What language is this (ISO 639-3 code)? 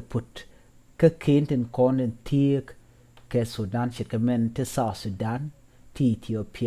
nus